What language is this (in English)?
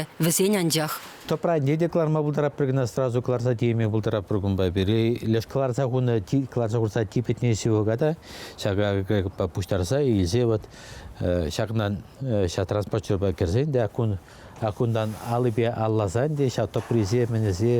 Chuvash